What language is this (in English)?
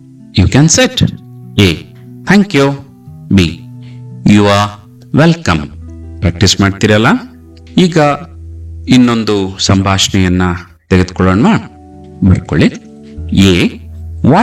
Kannada